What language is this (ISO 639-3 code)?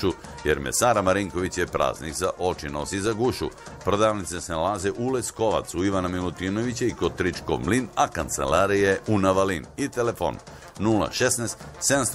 srp